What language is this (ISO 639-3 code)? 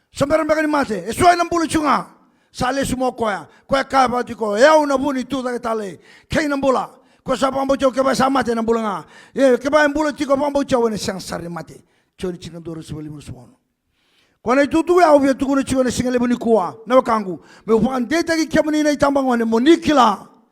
fij